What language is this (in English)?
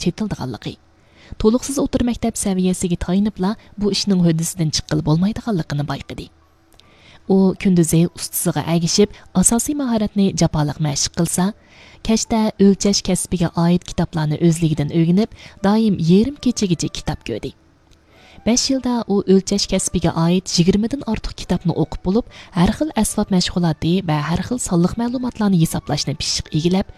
Uyghur